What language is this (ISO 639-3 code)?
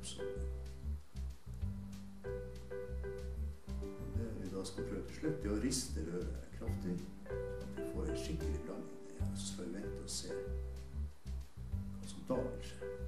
nor